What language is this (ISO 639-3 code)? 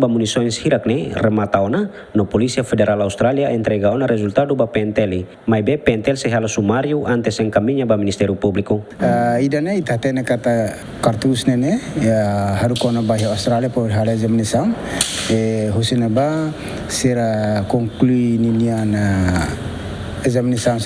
tet